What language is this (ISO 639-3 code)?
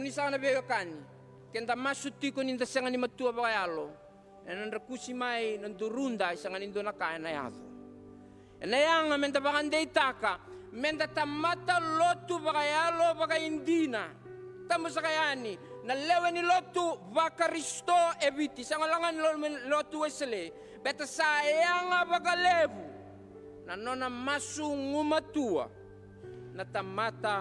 fij